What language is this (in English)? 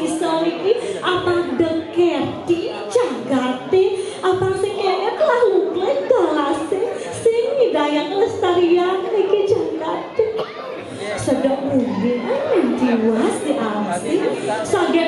Balinese